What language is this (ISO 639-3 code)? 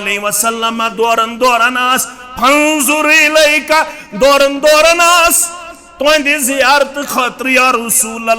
kas